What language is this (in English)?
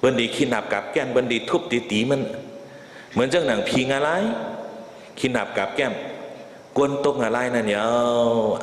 Shan